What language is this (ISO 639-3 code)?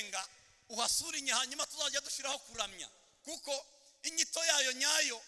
kin